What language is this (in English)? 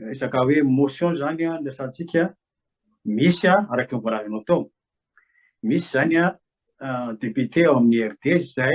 Malagasy